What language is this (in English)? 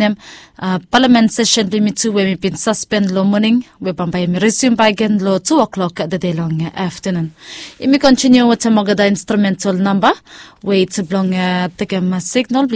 Bislama